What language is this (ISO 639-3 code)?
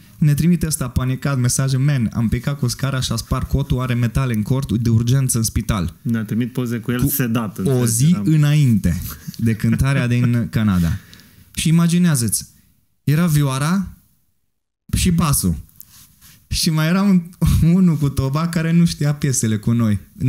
ron